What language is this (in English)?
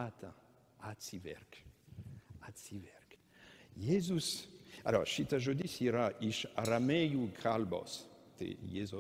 Lithuanian